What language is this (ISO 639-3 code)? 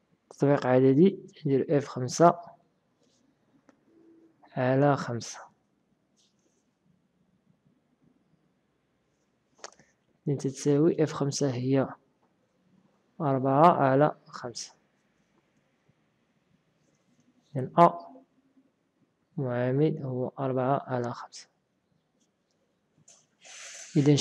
ary